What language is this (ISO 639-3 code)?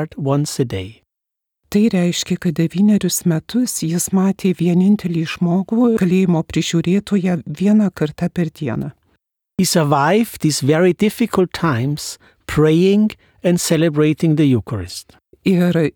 lit